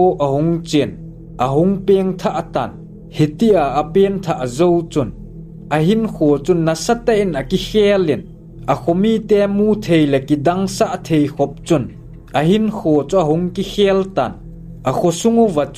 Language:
Thado Chin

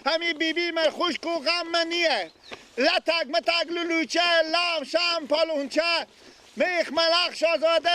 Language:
Persian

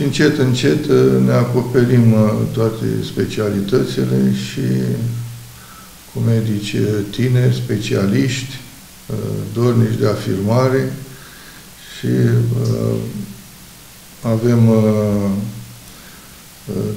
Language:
Romanian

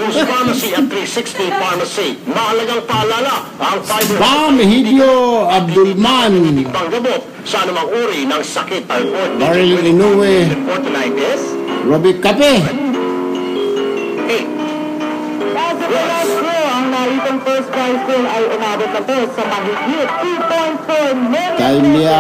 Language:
Filipino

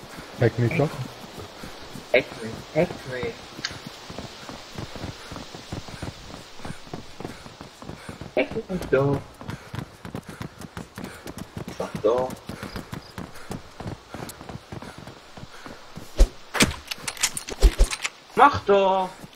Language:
German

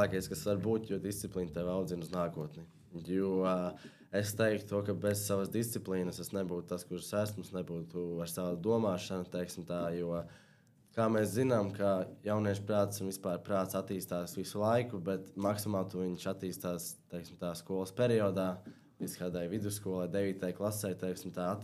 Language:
Latvian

